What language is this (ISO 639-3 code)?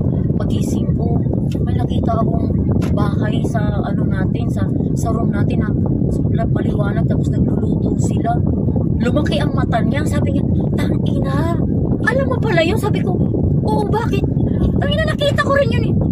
fil